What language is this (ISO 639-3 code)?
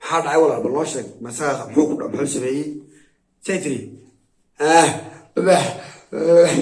som